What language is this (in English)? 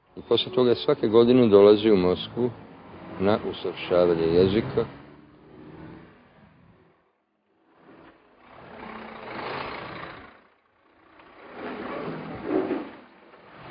Serbian